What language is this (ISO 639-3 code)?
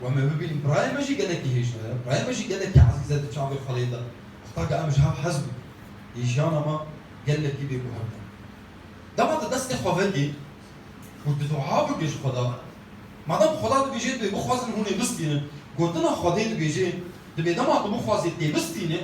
kur